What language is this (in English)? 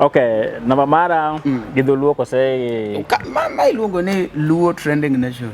Luo (Kenya and Tanzania)